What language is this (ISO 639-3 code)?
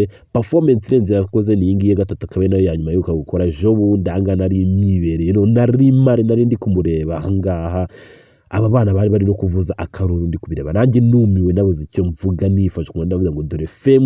kin